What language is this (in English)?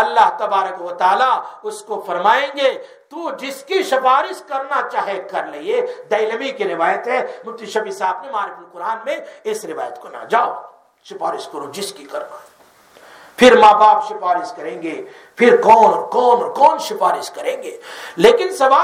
Urdu